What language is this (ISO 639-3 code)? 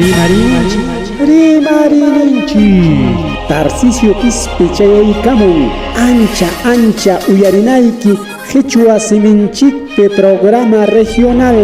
quy